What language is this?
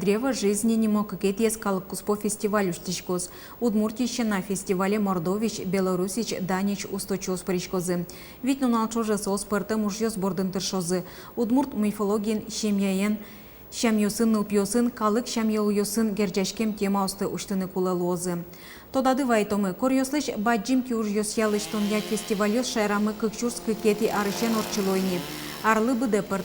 Udmurt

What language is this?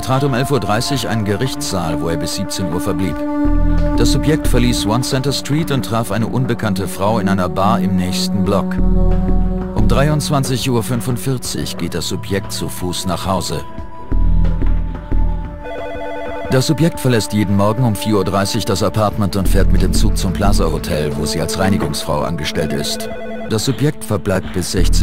German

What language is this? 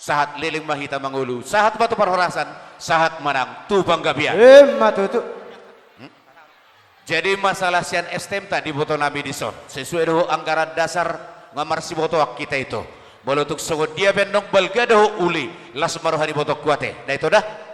Batak Toba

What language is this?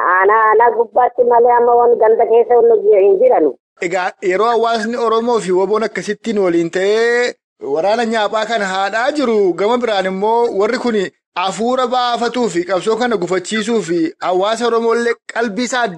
Oromo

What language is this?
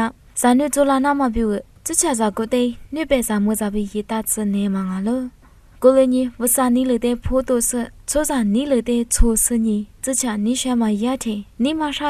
Lisu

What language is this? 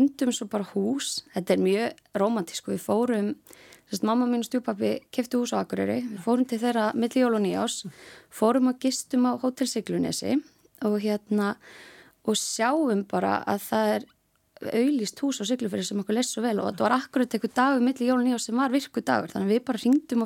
Icelandic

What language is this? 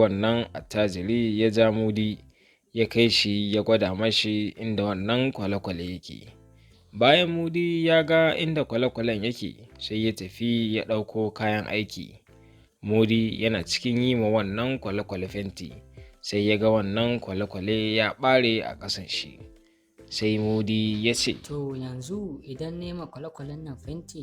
Hausa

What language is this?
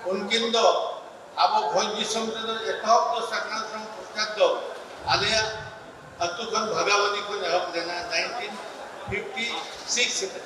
Santali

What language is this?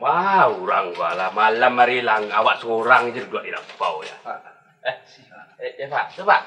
Minangkabau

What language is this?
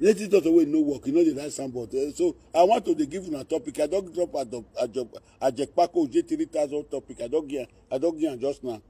Nigerian Pidgin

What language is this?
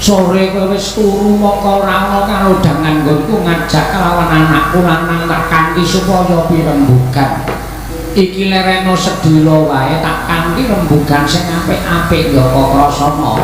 Javanese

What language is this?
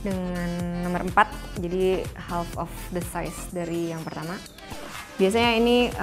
Indonesian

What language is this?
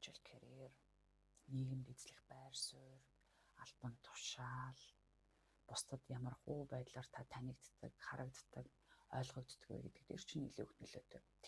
Mongolian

